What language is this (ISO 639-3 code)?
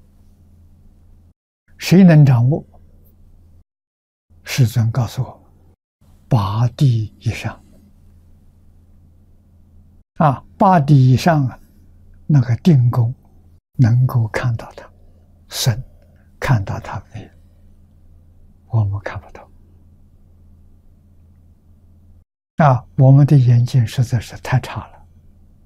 zho